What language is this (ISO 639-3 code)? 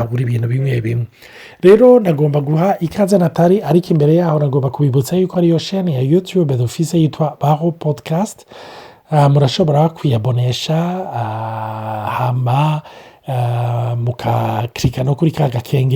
run